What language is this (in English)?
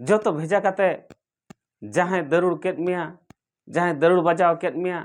Santali